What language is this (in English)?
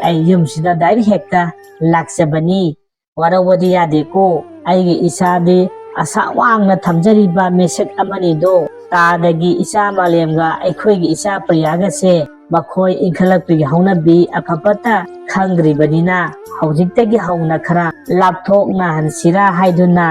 Manipuri